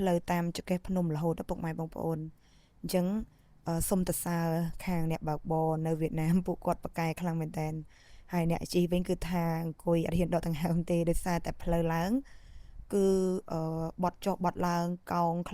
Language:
Khmer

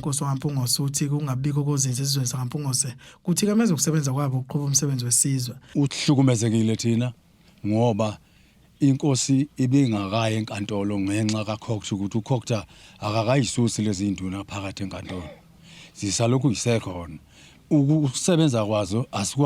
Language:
Zulu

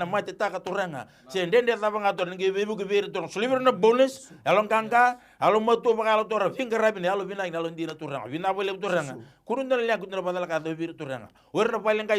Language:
Fijian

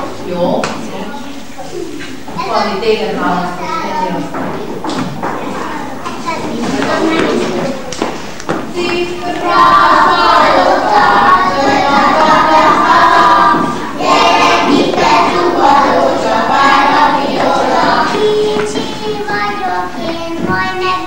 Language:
Hungarian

